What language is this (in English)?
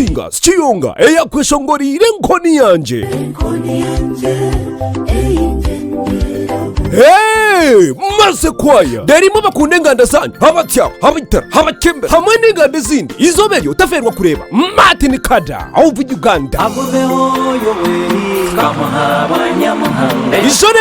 Nyankole